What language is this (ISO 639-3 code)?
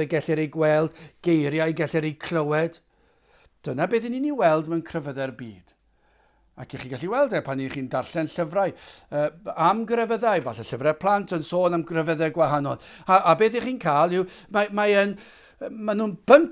cym